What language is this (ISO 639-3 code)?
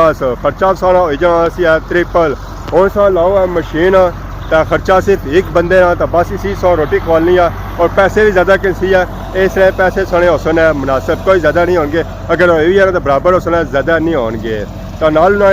phr